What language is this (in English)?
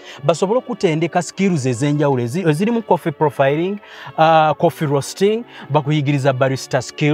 English